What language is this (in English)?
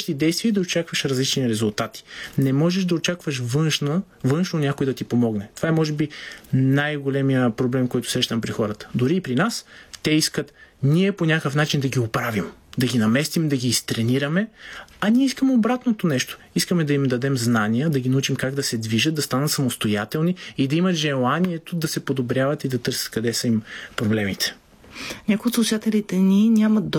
Bulgarian